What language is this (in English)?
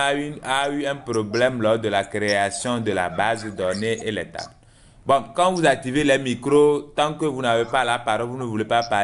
French